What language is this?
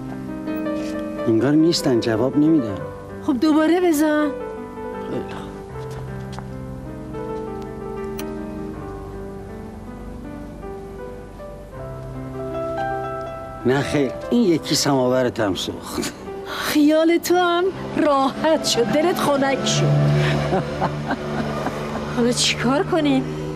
Persian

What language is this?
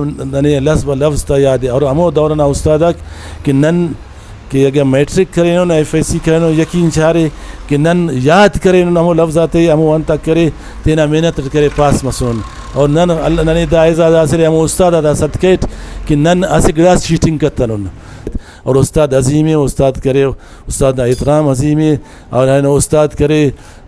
Brahui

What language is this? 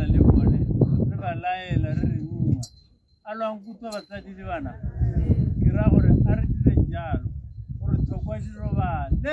Tswana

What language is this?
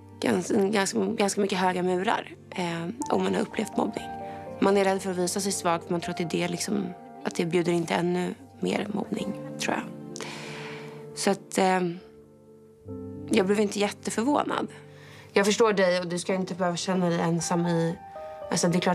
Swedish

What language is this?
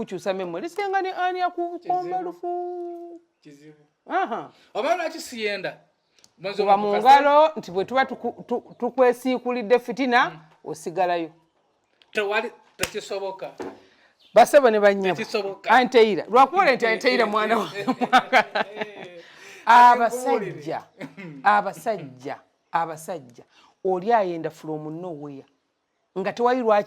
Ganda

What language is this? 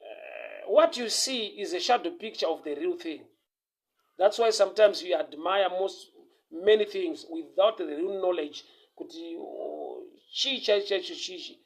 Shona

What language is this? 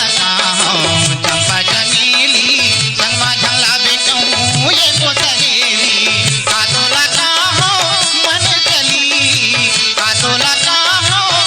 Chhattisgarhi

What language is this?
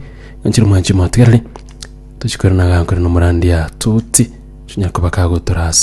Gusii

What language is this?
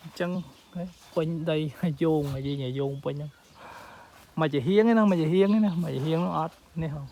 Khmer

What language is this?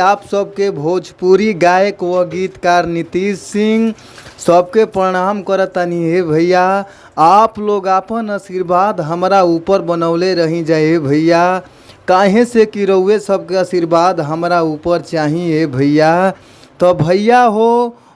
Bhojpuri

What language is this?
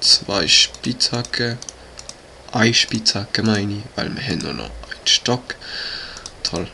Swiss German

